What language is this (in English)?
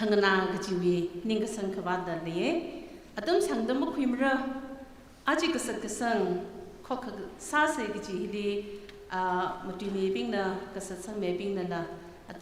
Tangkhul Naga (India)